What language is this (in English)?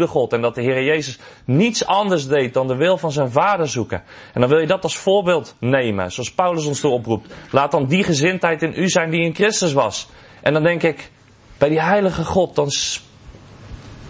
Dutch